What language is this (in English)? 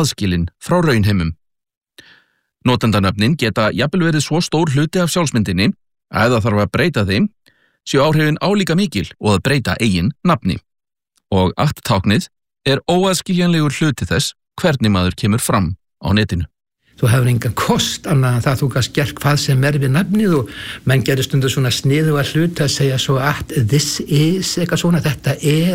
Icelandic